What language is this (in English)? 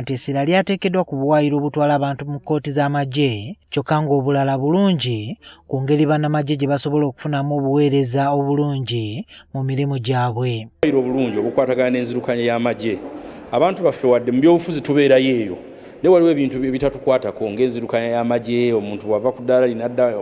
Ganda